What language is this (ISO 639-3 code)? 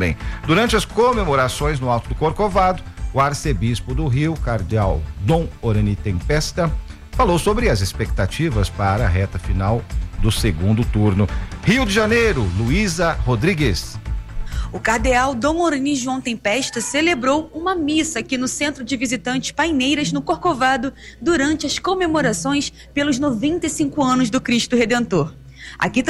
por